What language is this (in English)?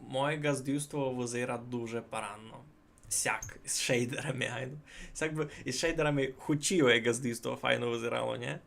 Rusyn